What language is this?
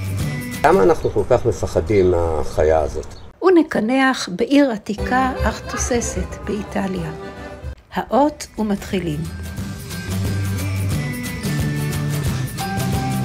Hebrew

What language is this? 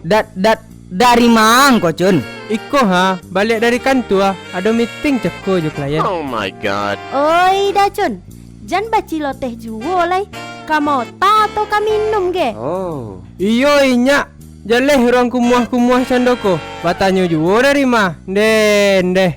Minangkabau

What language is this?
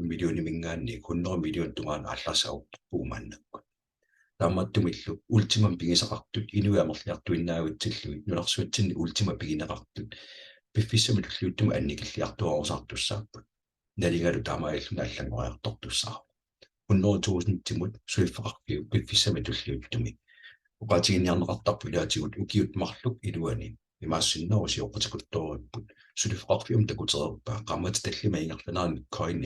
Kalaallisut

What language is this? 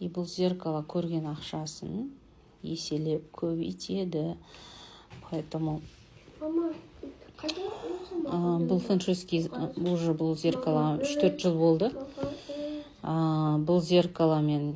Kazakh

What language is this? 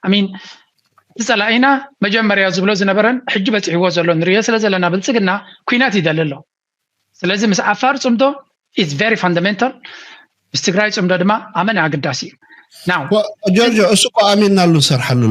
Tigrinya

